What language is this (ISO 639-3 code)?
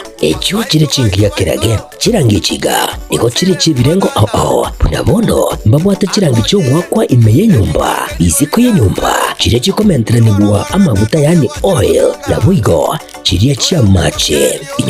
guz